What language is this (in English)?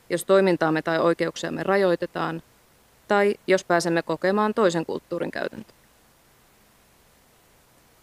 Finnish